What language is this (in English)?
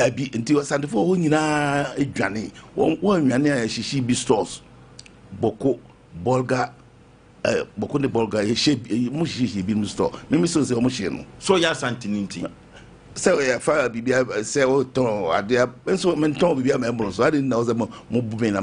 Akan